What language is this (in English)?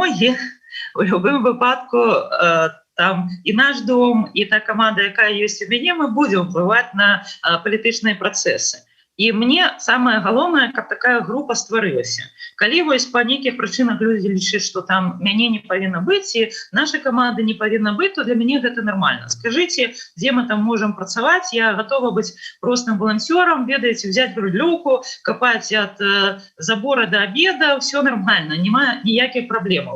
Belarusian